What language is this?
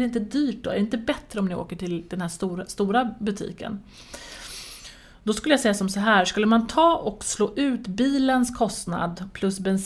Swedish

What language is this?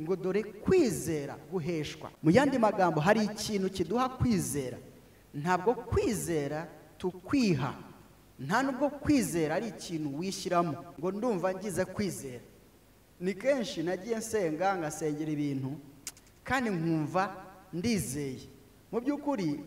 Kinyarwanda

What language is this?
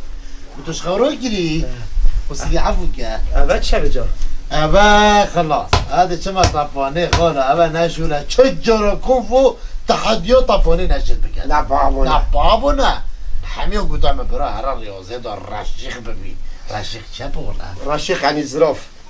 Kurdish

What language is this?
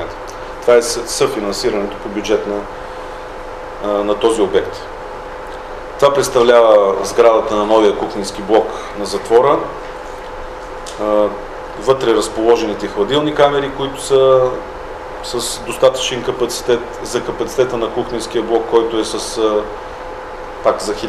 Bulgarian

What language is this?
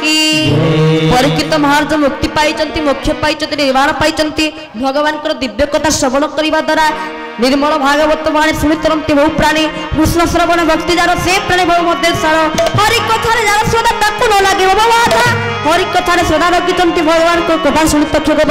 Odia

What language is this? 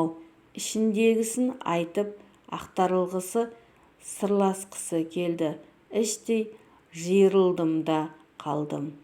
Kazakh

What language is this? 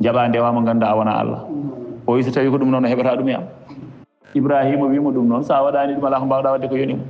Fula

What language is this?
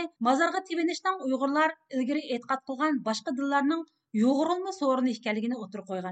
Uyghur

